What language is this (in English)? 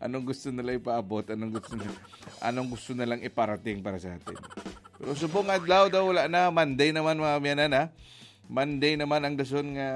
Hiligaynon